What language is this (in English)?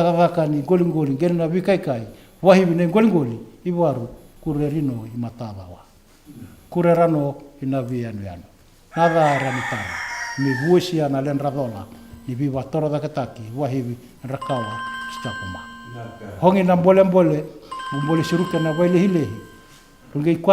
Fijian